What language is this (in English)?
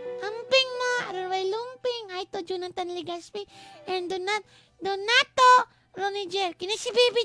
Cebuano